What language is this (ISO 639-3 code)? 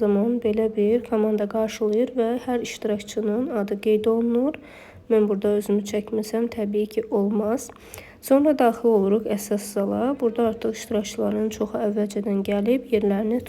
aze